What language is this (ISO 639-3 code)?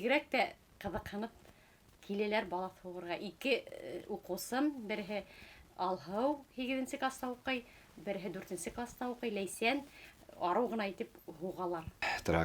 bak